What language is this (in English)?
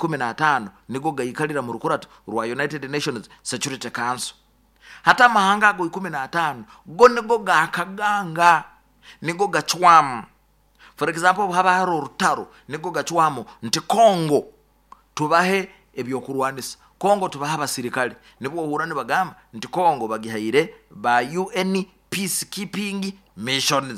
Nyoro